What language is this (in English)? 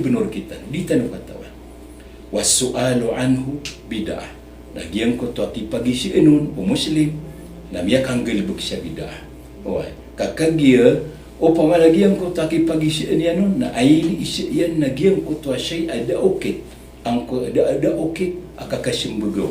Maranao